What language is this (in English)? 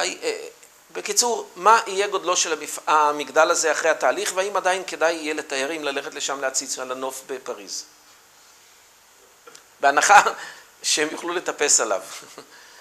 Hebrew